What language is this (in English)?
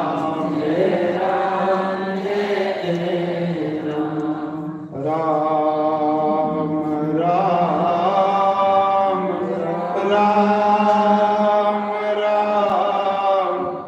Dogri